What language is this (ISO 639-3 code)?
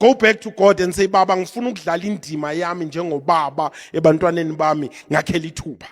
zul